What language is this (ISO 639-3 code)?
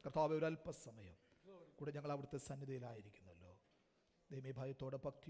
mal